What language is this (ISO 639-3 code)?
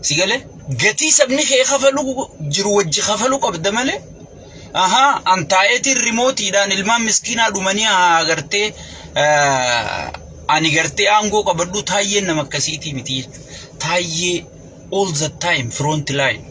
orm